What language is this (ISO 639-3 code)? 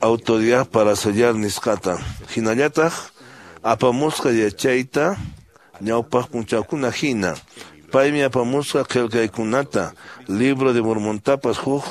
que